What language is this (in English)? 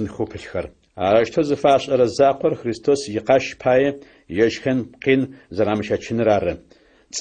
Adyghe